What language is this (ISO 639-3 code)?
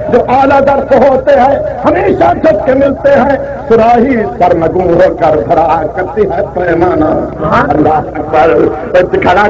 skr